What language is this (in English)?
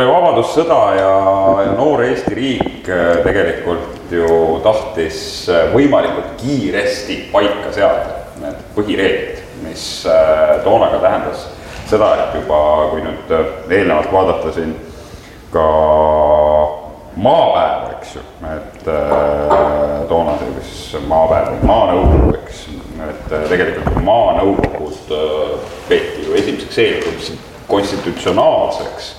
Estonian